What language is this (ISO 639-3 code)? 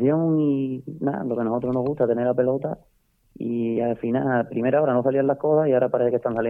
spa